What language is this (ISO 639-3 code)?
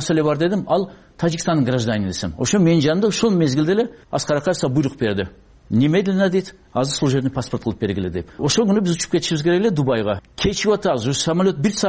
kir